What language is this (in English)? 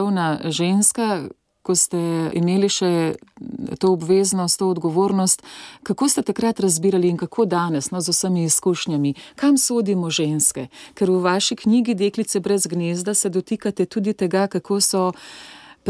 Slovenian